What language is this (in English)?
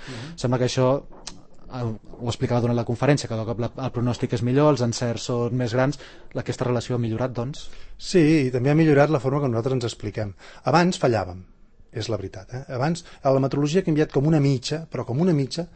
Catalan